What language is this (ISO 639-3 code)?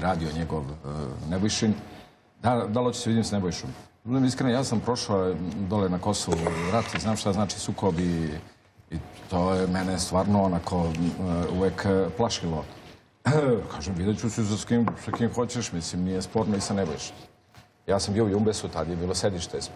srp